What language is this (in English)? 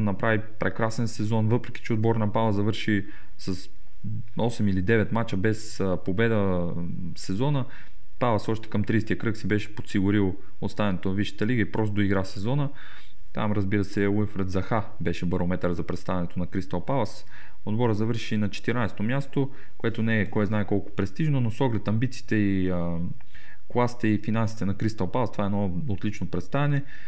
Bulgarian